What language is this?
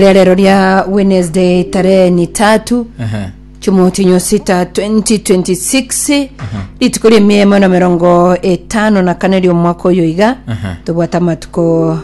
Gusii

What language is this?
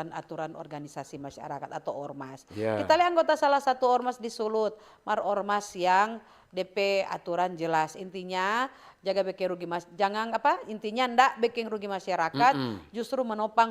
Manado Malay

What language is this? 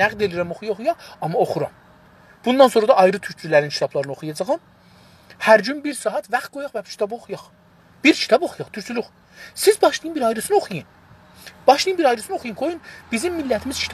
South Azerbaijani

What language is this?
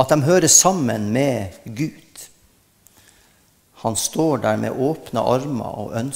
Norwegian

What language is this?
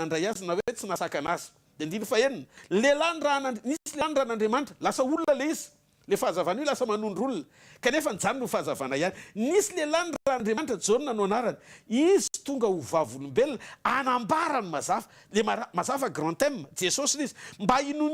Malagasy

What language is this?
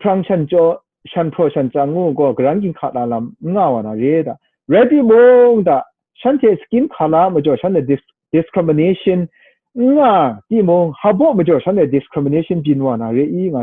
Kachin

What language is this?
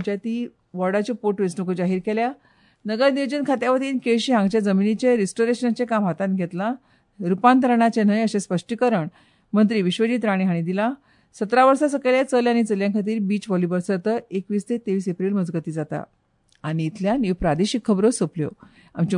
Konkani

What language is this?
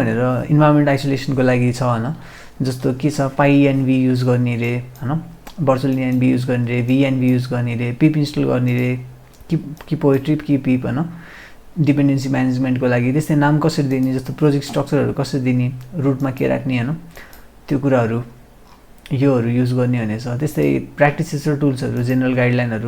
Nepali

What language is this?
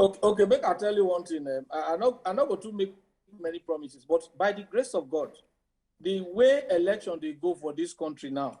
Nigerian Pidgin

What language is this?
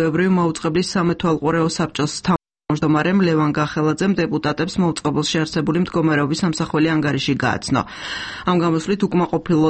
Georgian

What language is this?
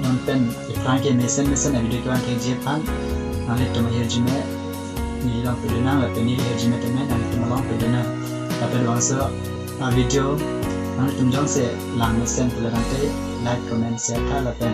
Karbi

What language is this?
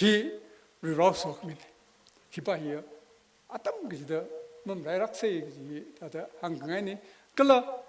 Tangkhul Naga (India)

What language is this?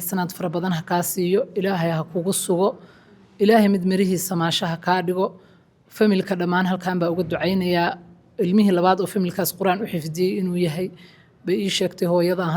Somali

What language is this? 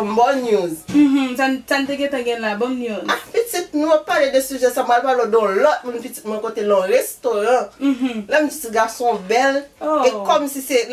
Haitian Creole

